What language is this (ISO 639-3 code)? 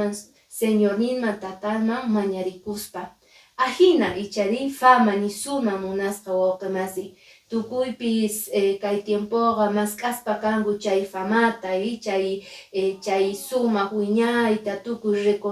que